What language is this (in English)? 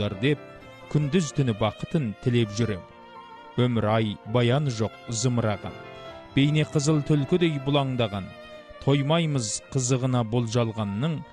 Kazakh